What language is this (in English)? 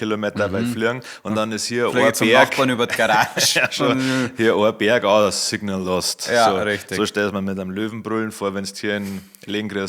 Bavarian